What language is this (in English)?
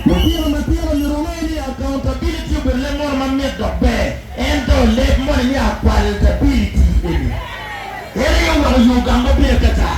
Acoli